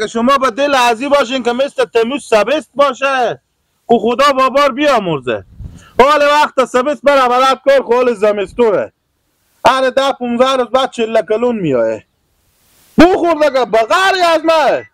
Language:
Hazaragi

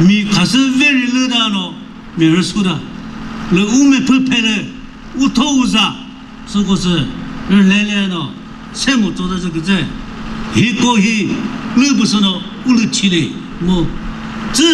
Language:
Chokri Naga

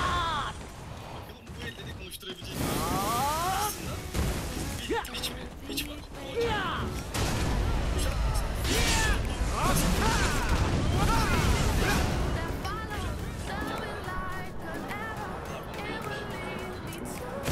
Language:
Turkish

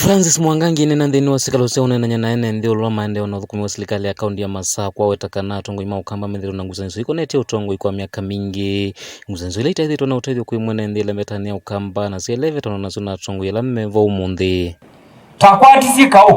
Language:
Kamba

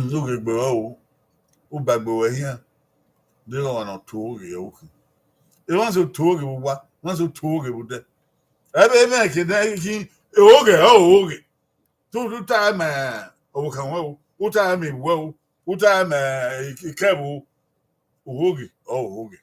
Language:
Bini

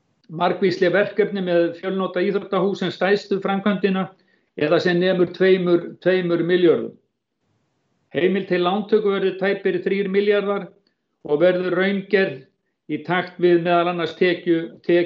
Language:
Icelandic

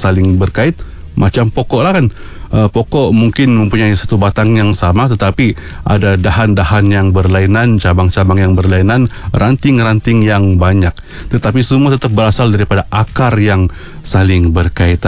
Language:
Malay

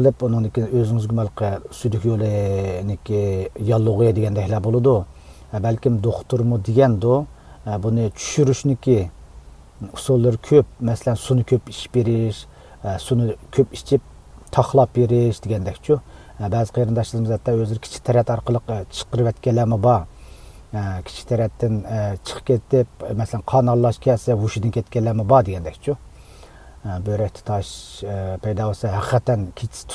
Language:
Uyghur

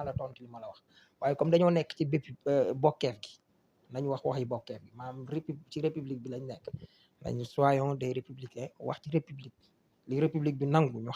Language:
Wolof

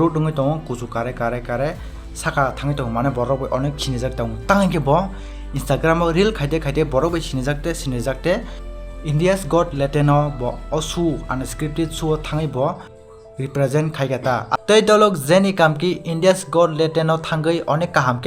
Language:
Kok Borok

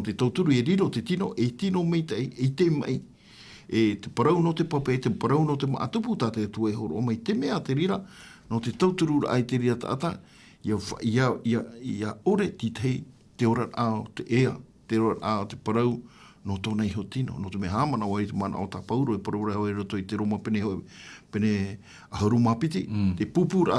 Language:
Tahitian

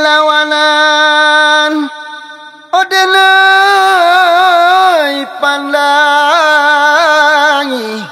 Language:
Minangkabau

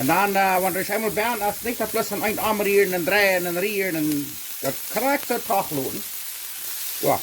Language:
Plautdietsch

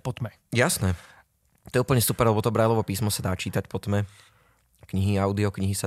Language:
Slovak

